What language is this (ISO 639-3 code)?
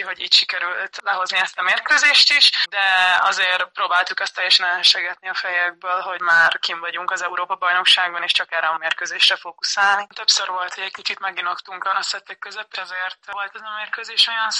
hun